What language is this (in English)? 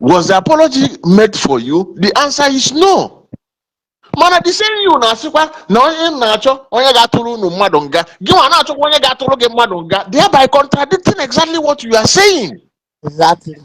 Igbo